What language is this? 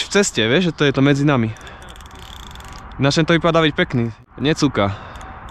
Slovak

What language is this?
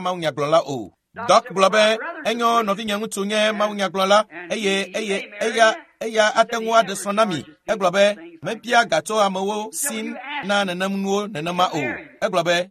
Ewe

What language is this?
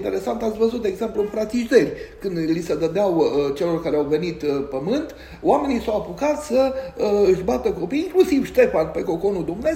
Romanian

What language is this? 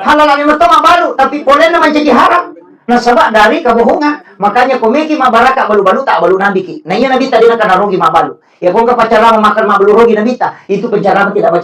Buginese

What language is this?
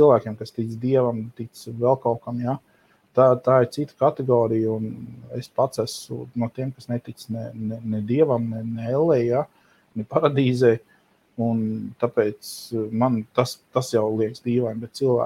Latvian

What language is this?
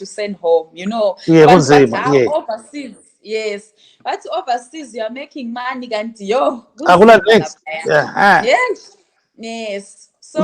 North Ndebele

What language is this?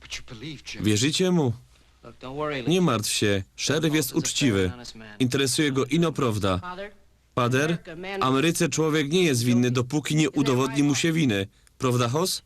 Silesian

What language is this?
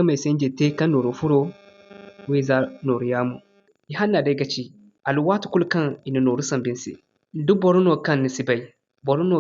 Zarma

